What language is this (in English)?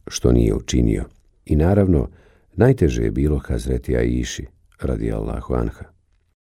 Bosnian